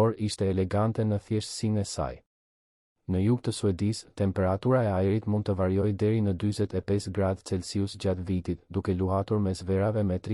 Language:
Albanian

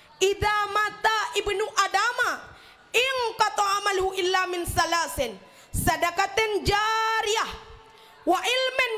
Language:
Achinese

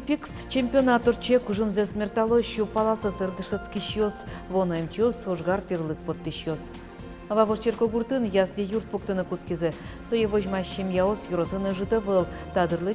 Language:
Udmurt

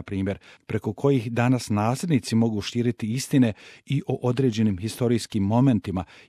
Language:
Bosnian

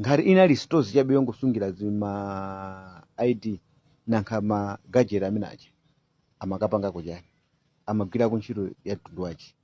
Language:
Nyanja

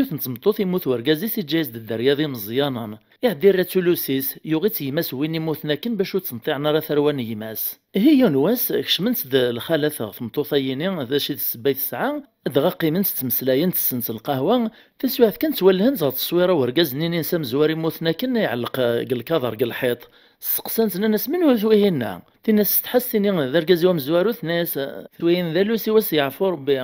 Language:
Kabyle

